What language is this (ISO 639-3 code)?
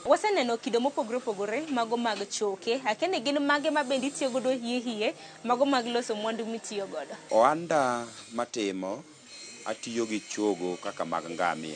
luo